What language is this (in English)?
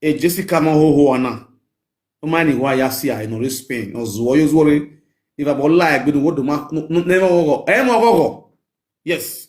Nigerian Pidgin